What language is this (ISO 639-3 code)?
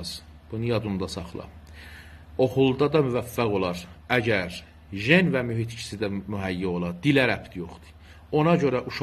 azb